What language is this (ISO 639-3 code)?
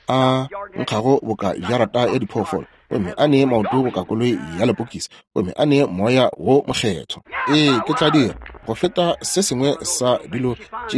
nso